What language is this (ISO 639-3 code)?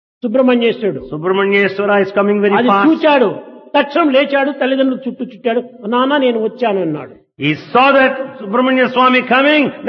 tel